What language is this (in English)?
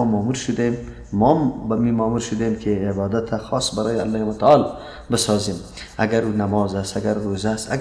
Persian